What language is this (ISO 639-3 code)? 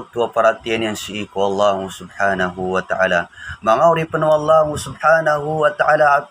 mrw